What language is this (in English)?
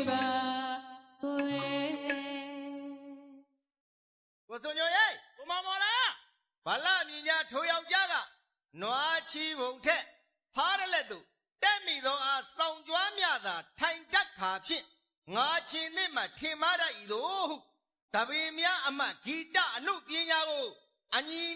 Burmese